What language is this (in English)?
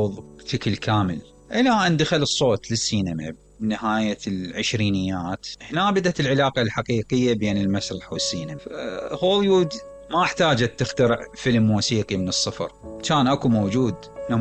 Mesopotamian Arabic